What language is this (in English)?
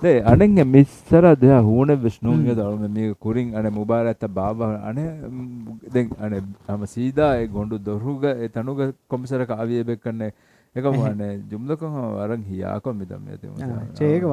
Divehi